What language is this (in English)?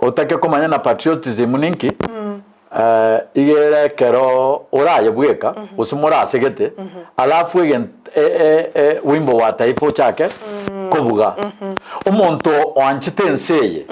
Gusii